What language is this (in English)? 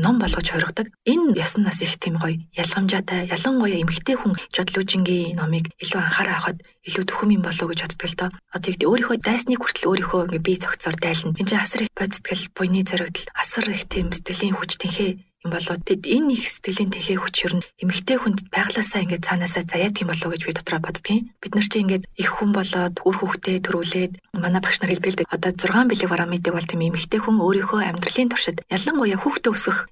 Mongolian